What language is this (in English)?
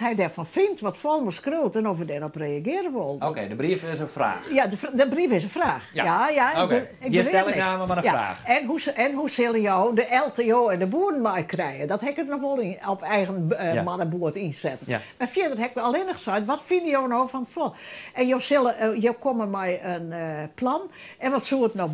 Western Frisian